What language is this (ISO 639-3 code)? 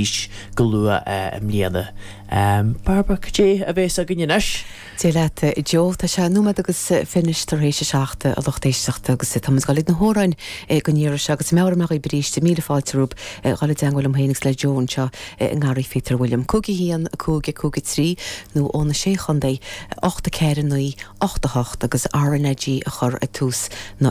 gle